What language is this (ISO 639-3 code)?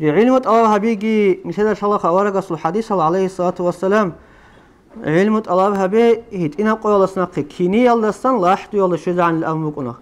ava